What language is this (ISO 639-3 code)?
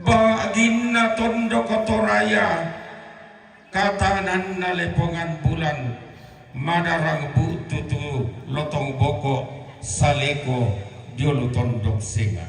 sda